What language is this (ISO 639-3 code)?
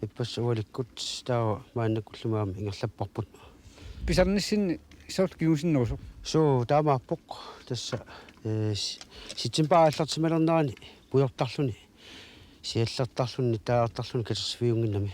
kal